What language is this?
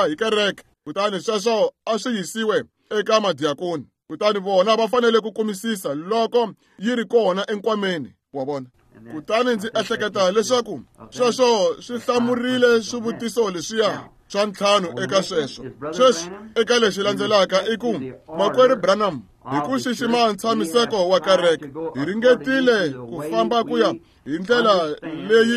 Tsonga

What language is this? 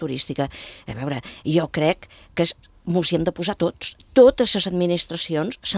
Catalan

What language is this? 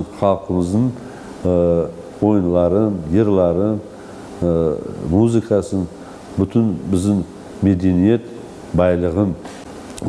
Crimean Tatar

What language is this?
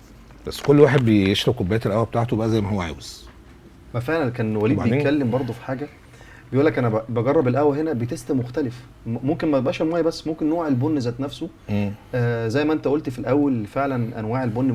Egyptian Arabic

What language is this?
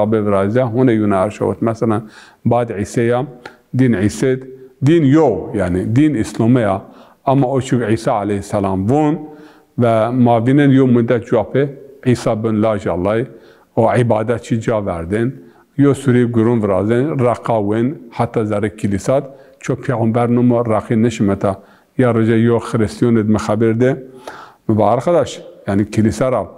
Zaza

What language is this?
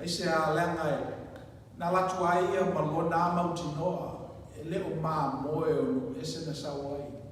Samoan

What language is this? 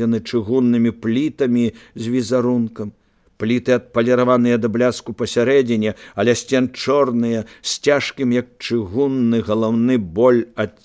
Belarusian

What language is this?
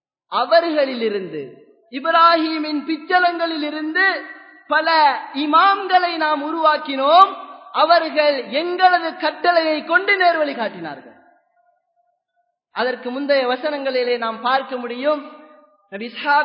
Tamil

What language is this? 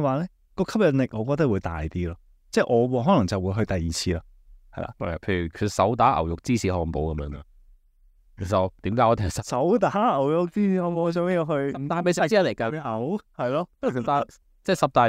Cantonese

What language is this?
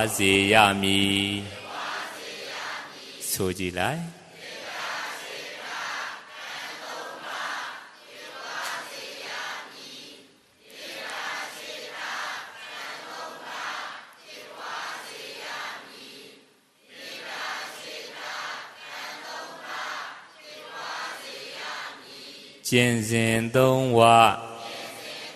Burmese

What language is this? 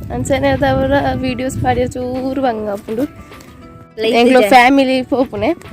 Tulu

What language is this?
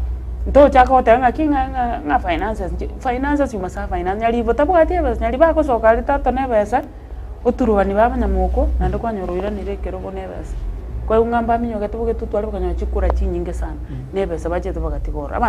Gusii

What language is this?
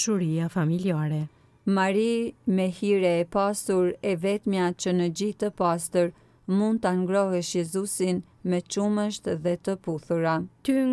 Albanian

